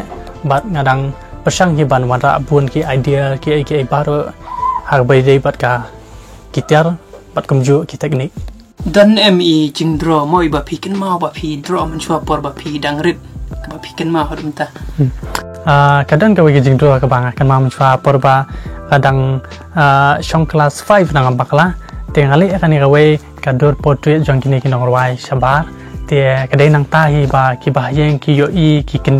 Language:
Khasi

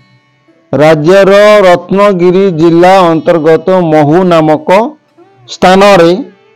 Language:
Odia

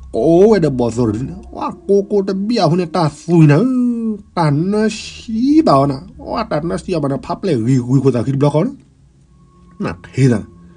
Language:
S'gaw Karen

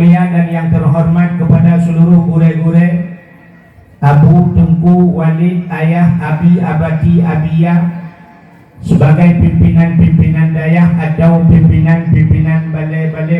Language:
Achinese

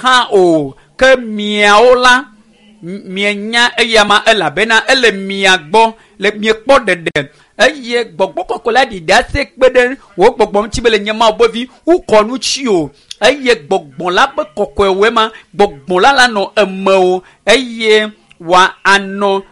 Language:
Ewe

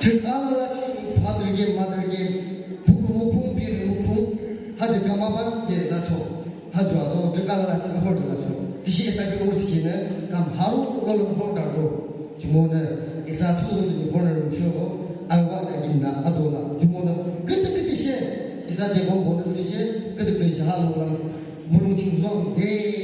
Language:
Yimchungru Naga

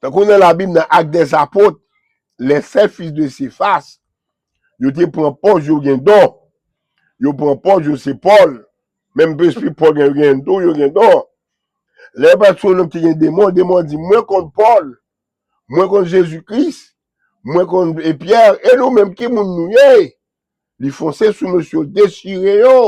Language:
Haitian Creole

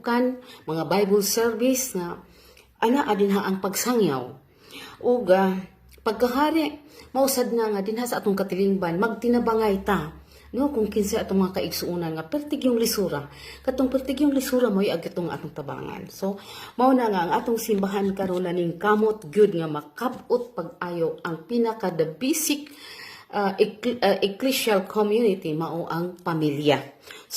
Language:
Cebuano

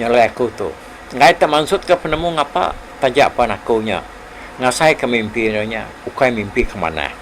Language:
Iban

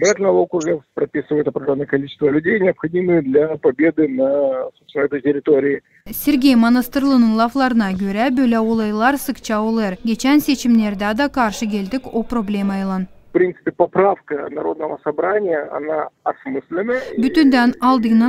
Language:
Gagauz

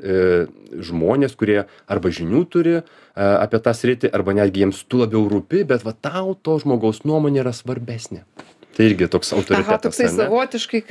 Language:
Lithuanian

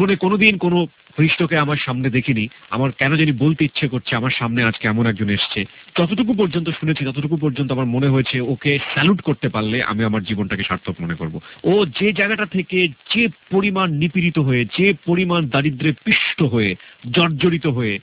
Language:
Bangla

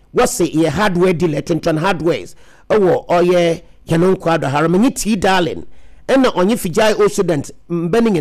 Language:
Akan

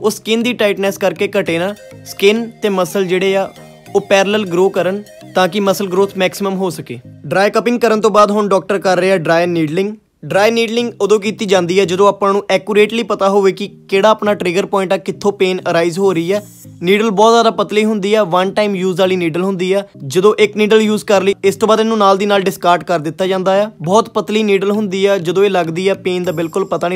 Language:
Punjabi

